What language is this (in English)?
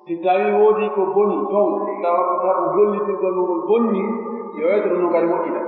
Pular